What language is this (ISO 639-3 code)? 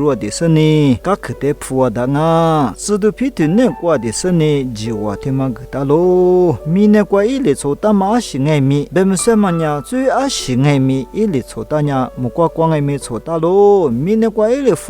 lis